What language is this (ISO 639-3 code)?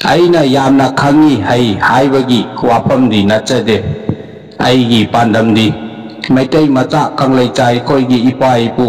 mni